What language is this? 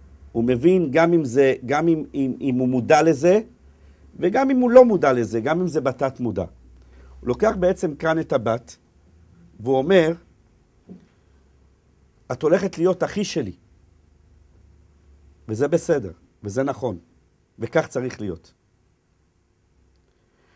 Hebrew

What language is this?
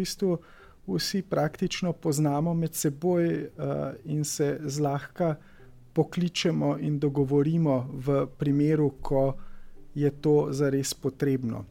Slovenian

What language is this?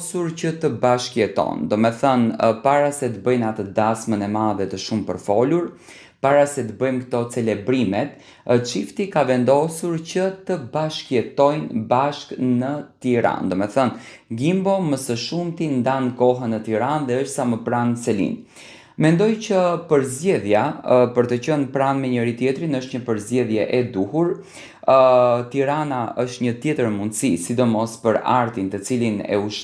Albanian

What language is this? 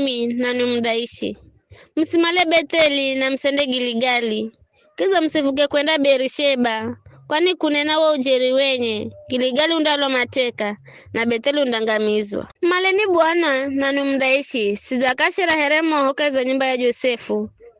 Giryama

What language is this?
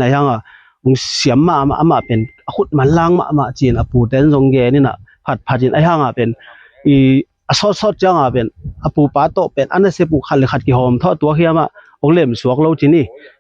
Tedim Chin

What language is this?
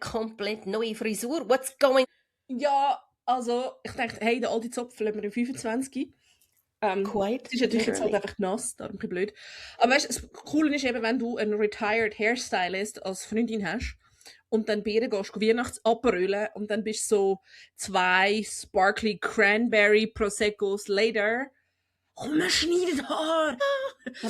Swiss German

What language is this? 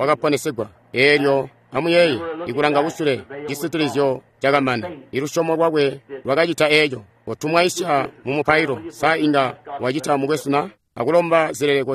Tonga (Zambia)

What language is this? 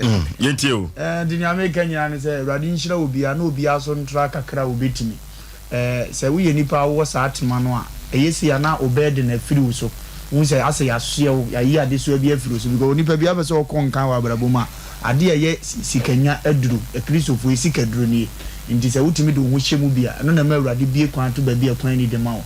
Akan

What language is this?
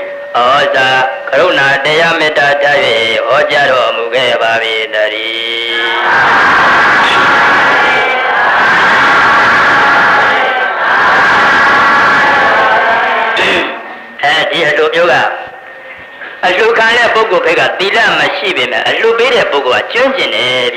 Burmese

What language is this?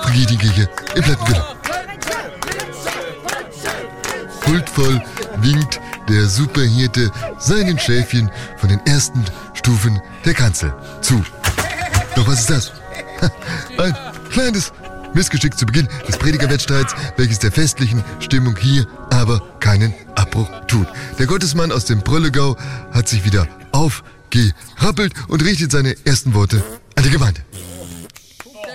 German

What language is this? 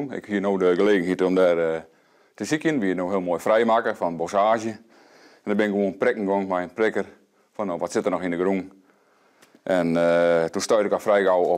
Western Frisian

